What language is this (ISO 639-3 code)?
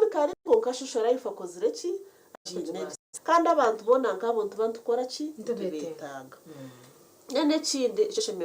nyn